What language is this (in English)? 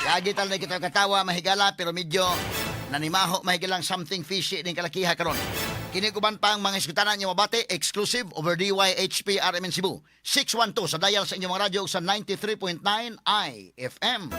Cebuano